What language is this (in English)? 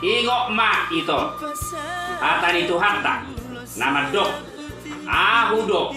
Batak Toba